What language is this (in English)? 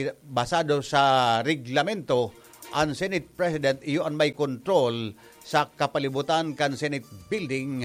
Bikol